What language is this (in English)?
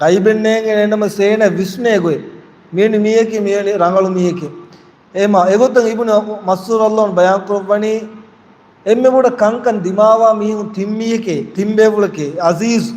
Divehi